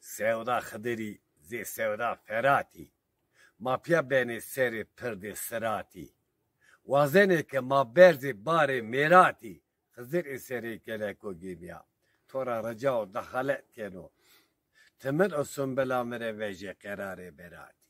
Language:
Zaza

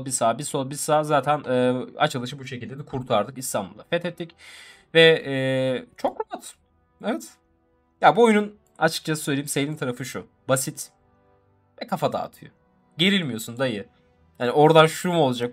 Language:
Turkish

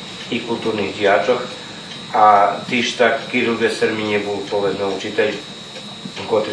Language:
Rusyn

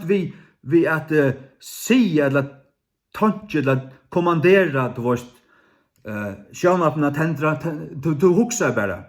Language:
Faroese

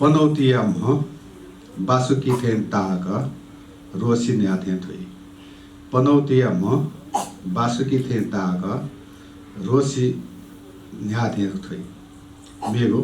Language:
Newari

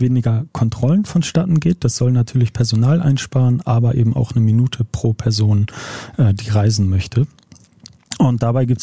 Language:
German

